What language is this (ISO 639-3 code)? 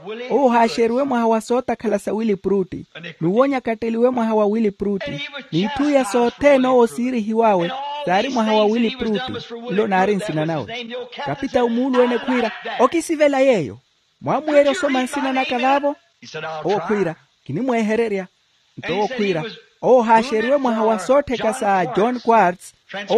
vmw